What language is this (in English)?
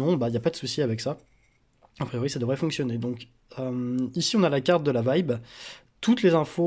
French